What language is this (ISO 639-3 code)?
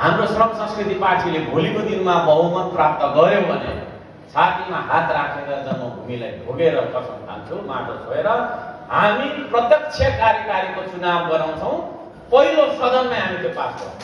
nep